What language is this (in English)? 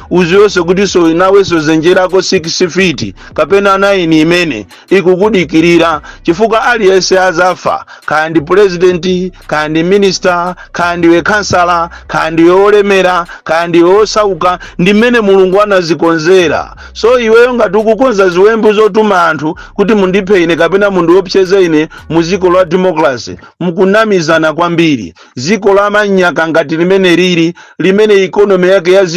Nyanja